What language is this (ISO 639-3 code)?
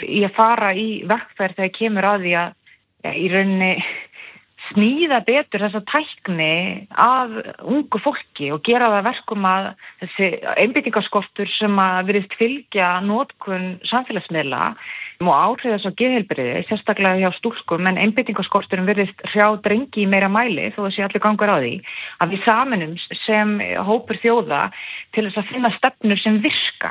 isl